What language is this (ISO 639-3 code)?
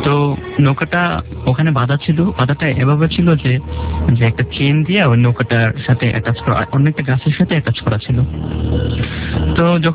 ben